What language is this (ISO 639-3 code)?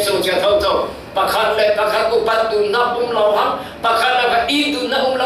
cfm